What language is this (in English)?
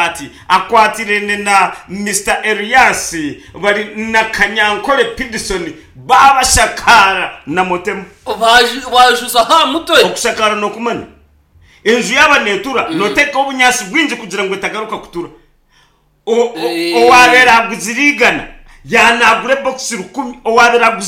Nyankole